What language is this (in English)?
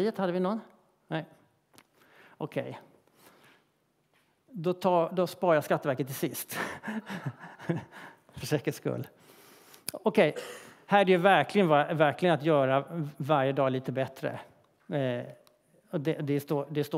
Swedish